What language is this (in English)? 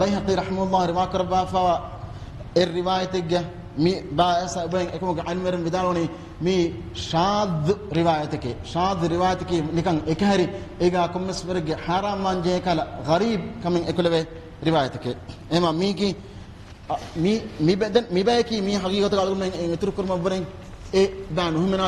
Divehi